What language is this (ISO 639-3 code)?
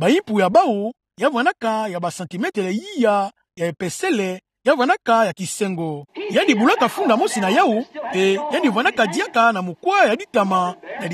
ktu